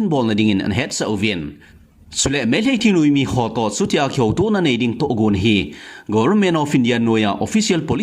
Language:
Thado Chin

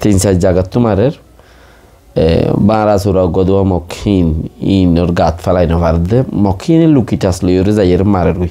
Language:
Rohingya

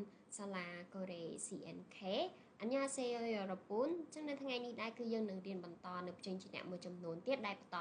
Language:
Khmer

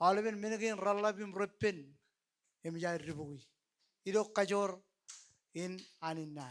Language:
Marshallese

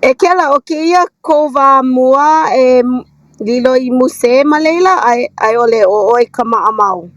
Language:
Hawaiian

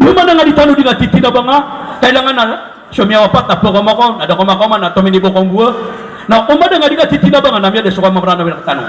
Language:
Maranao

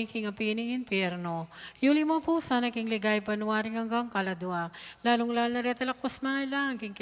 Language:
Pampanga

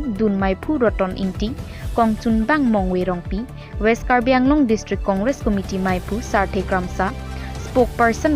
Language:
Karbi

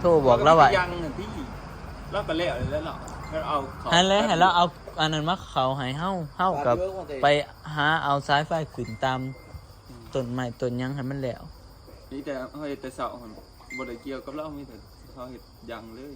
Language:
Northeastern Thai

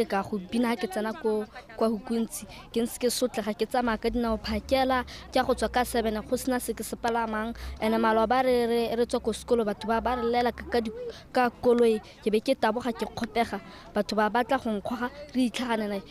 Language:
Tswana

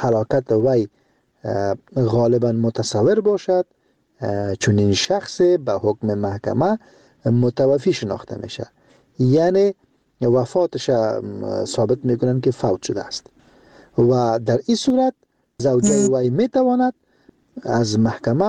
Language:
Persian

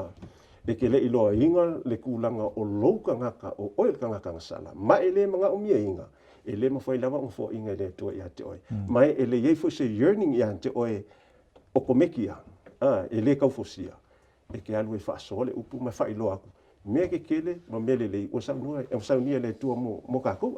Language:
Samoan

